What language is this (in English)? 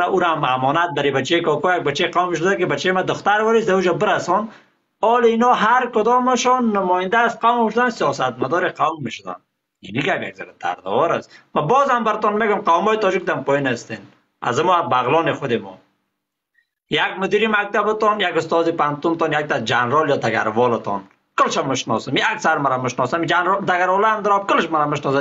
Persian